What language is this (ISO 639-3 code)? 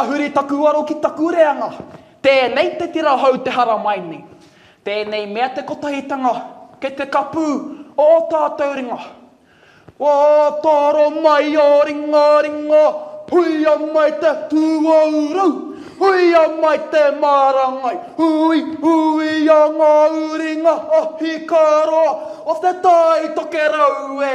mri